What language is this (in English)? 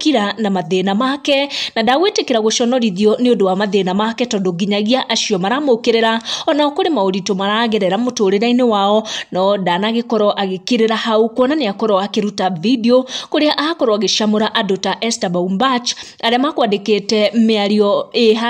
Kikuyu